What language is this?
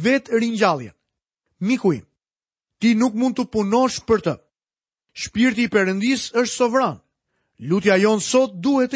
Albanian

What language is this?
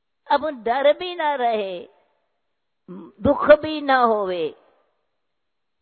Hindi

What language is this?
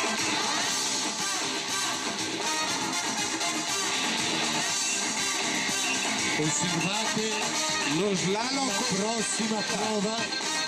Italian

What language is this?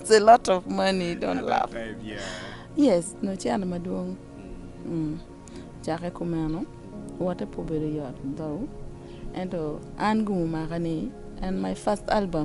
Acoli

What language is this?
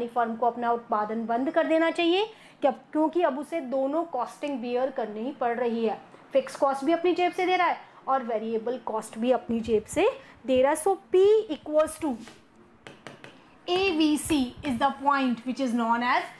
Hindi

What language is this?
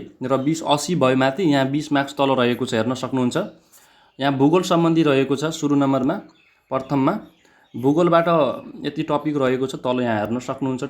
Nepali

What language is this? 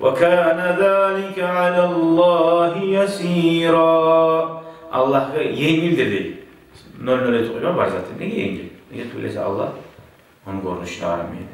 Kumyk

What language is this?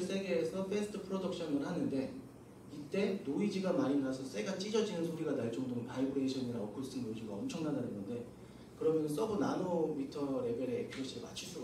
Korean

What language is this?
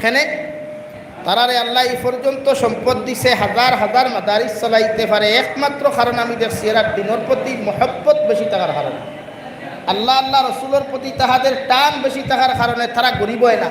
Sylheti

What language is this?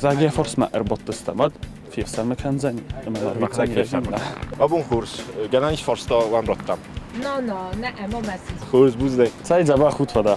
Ossetic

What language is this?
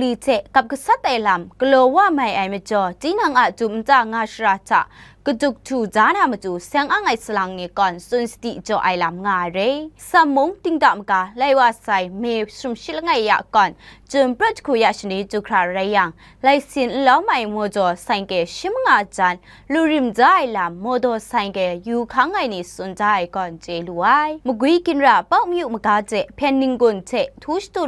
Kachin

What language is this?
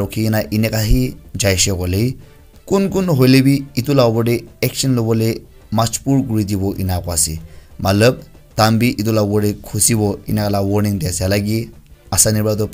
Naga Pidgin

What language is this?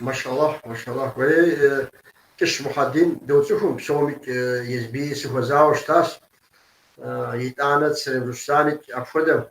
Kabardian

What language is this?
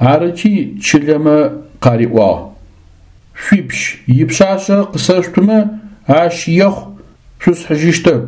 Adyghe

